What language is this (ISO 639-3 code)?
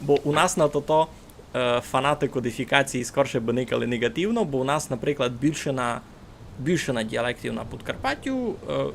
rue